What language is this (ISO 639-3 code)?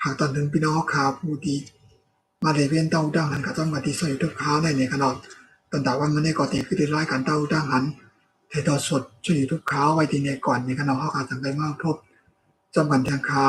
shn